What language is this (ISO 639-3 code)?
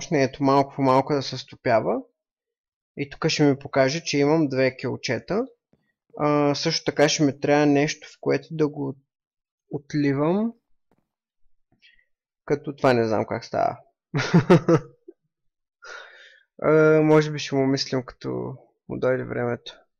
bul